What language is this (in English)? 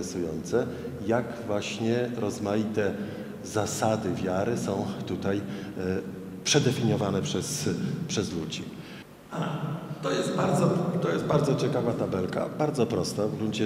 Polish